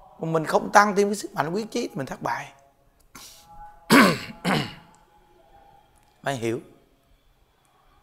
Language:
Vietnamese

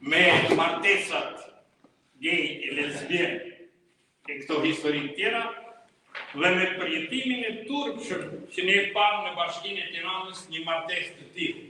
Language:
Albanian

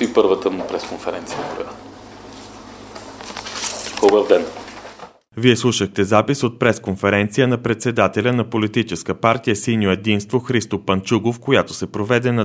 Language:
Bulgarian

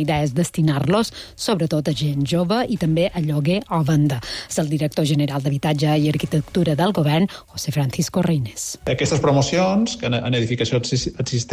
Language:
Catalan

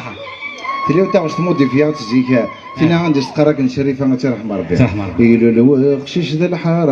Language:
Kabyle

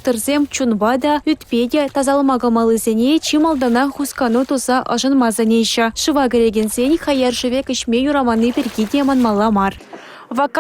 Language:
Chuvash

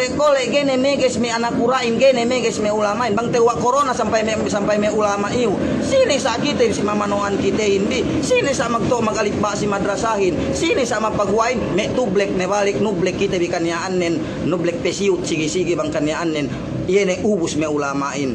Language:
Yakan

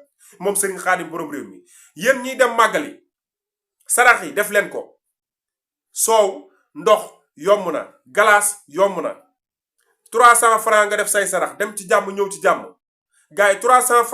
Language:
Wolof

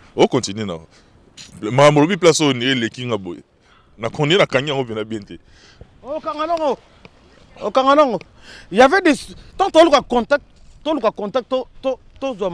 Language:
Lingala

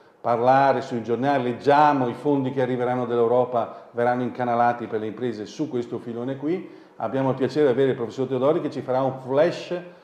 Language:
Italian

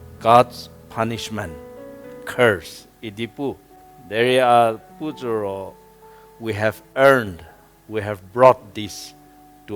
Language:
Angami Naga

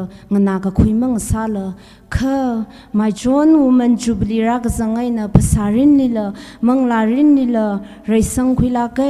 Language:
Tangkhul Naga (India)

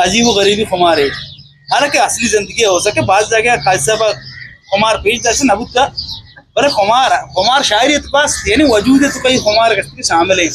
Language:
Eastern Balochi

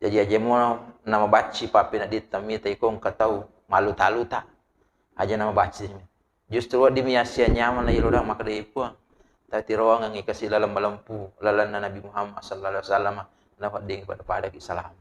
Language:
Buginese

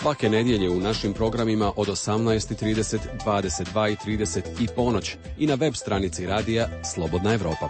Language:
Serbian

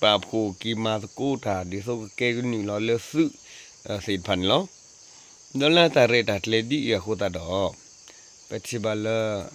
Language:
S'gaw Karen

